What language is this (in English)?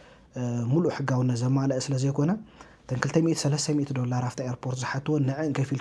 Tigrinya